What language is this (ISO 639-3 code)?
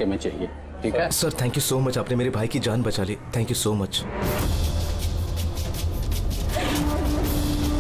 hin